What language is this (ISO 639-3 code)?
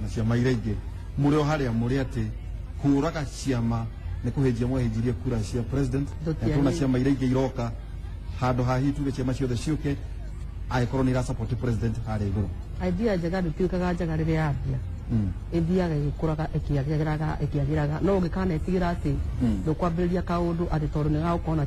kik